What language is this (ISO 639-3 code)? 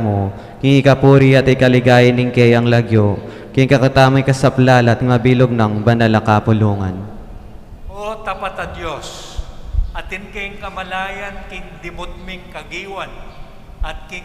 pam